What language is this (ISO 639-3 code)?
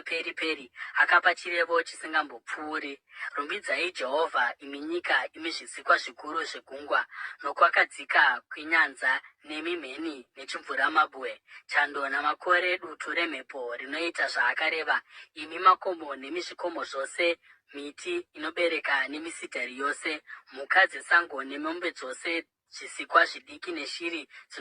sna